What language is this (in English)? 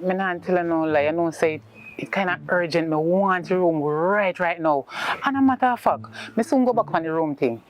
Jamaican Creole English